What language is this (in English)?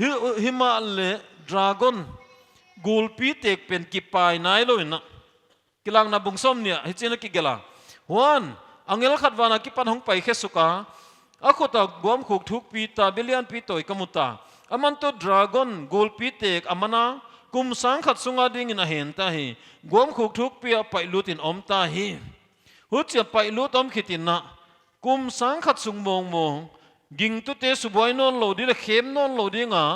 Paite Chin